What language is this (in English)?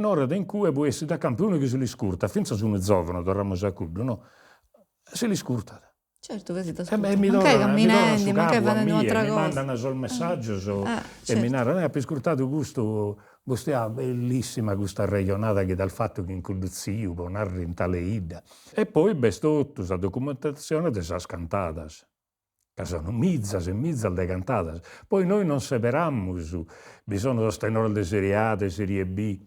Sardinian